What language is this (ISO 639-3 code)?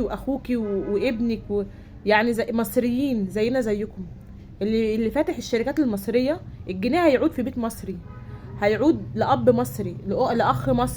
arz